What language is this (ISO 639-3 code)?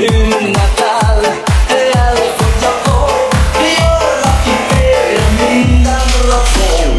hun